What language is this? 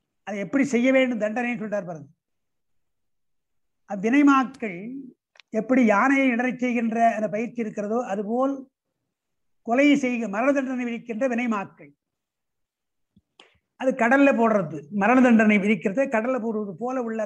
Tamil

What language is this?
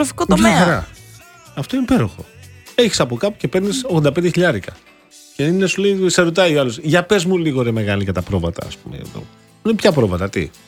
Greek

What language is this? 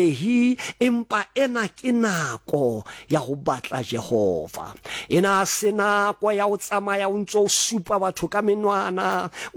Southern Sotho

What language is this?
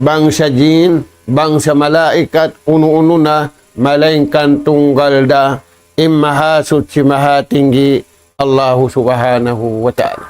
Tausug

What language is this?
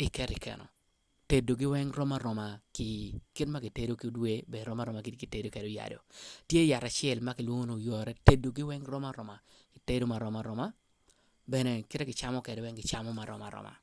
Acoli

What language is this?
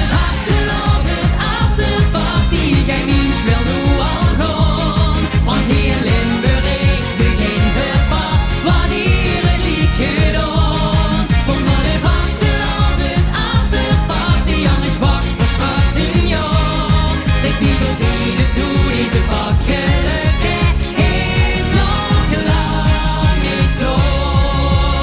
Limburgish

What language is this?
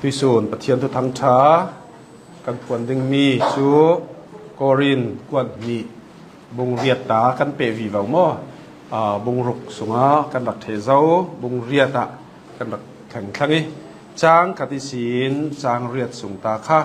Hakha Chin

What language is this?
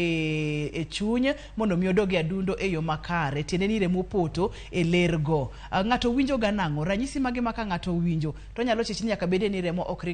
Luo (Kenya and Tanzania)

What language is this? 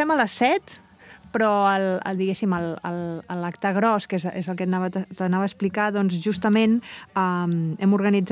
Catalan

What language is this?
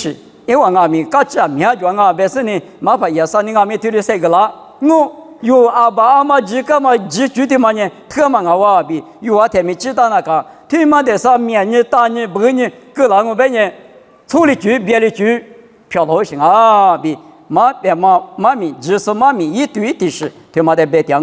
Lisu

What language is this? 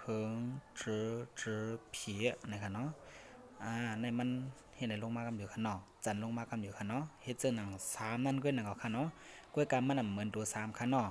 Shan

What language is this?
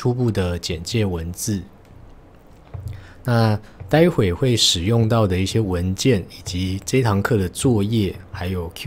Chinese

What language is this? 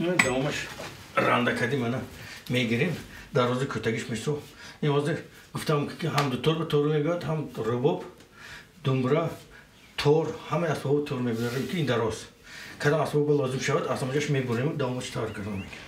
Tajik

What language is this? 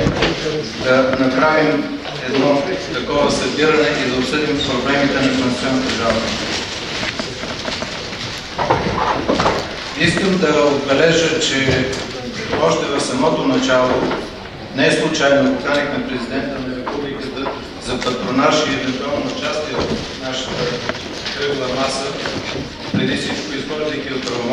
Bulgarian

